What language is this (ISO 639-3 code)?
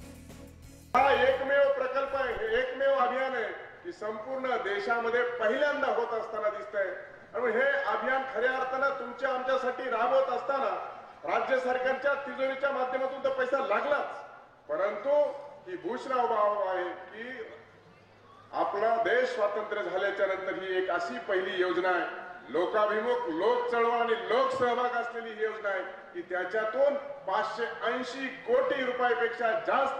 mar